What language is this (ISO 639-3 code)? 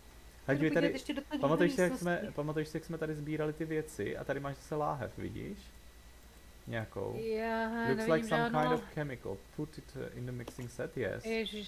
ces